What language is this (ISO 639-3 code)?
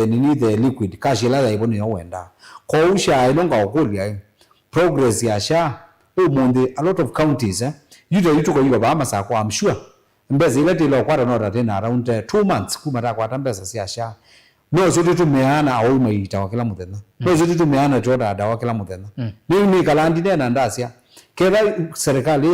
kam